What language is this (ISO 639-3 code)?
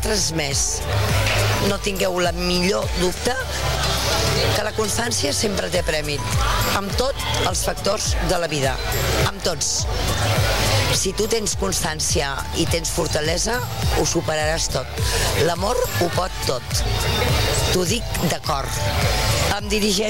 cat